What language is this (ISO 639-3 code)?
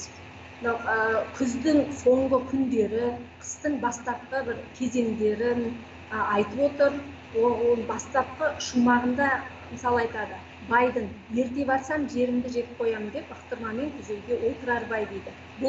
kaz